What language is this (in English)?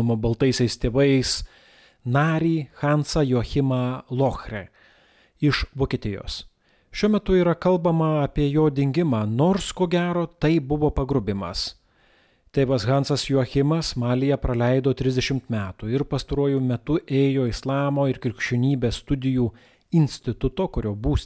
Lithuanian